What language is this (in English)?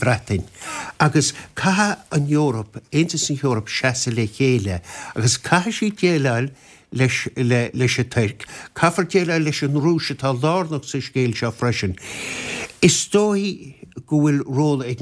Irish